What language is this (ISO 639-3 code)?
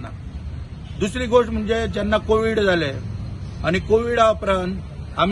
kok